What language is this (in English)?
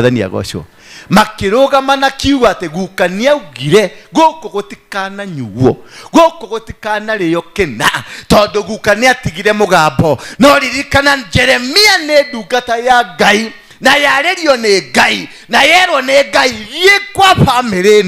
Kikuyu